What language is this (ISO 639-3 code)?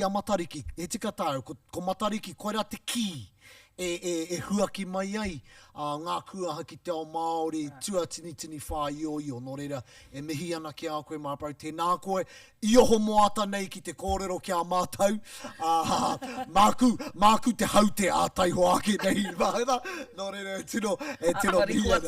mri